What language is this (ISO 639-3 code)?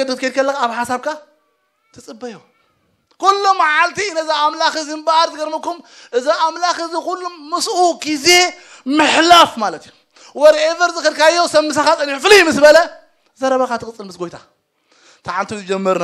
tir